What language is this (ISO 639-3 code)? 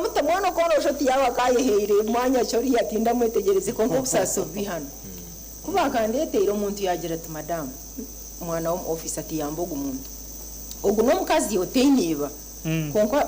nyn